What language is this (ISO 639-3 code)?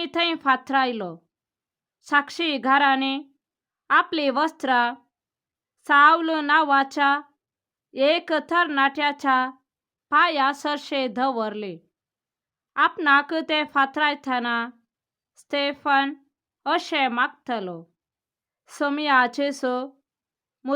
kok